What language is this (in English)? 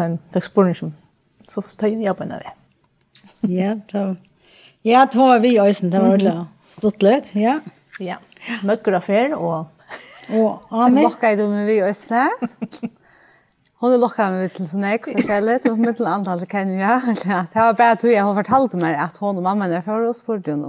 Faroese